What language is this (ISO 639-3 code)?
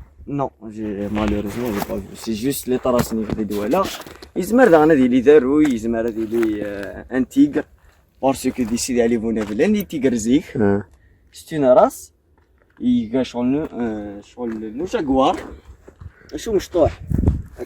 kab